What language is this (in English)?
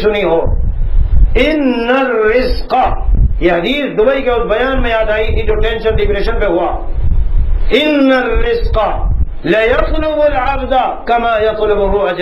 Urdu